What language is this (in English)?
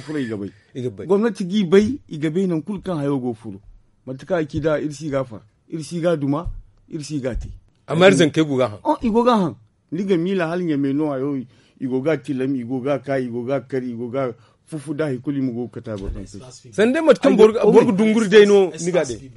Zarma